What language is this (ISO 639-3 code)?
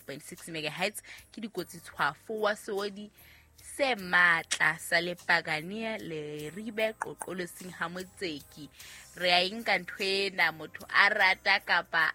sot